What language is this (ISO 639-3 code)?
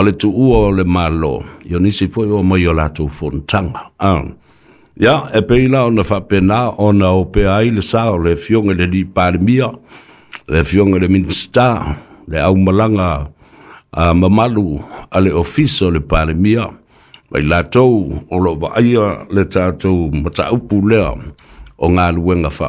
smo